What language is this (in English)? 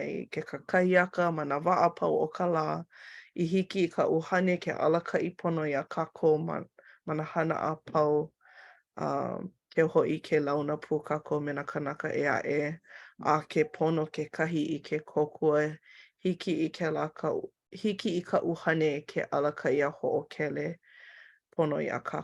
Hawaiian